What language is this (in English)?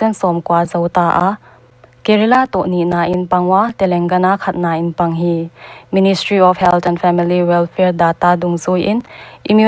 Paite Chin